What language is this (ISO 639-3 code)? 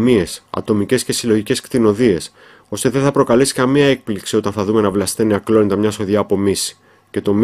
ell